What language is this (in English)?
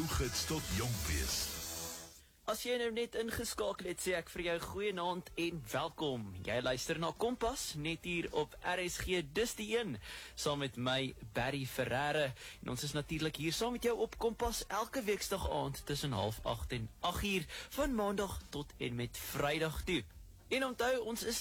Afrikaans